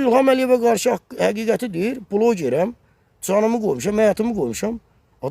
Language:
Azerbaijani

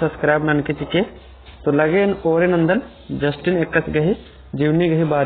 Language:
Kurukh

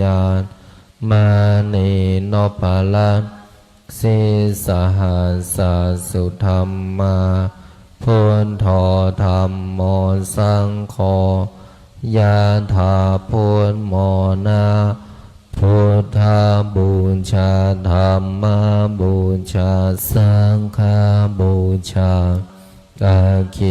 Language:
Pali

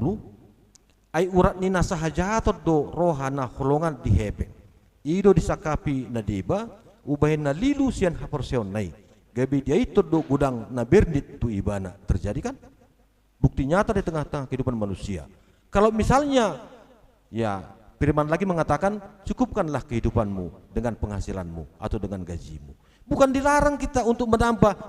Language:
Batak Toba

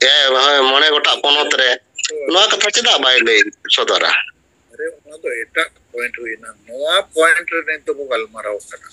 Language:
Santali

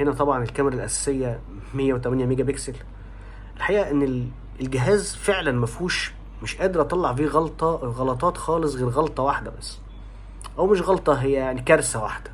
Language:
Egyptian Arabic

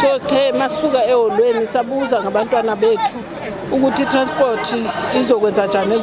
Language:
Zulu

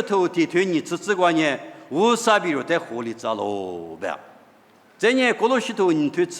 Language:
Lisu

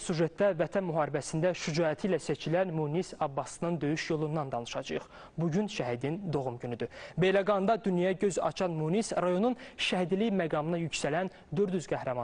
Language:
Azerbaijani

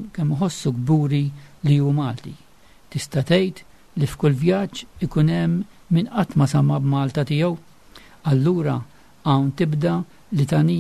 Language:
Maltese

